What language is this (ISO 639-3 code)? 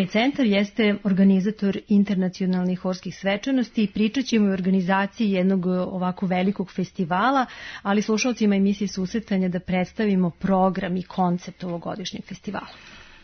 srp